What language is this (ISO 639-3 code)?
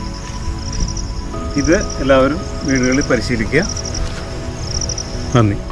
mal